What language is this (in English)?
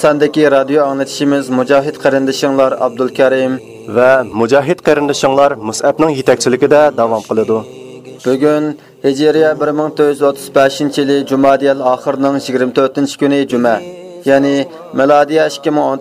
Uyghur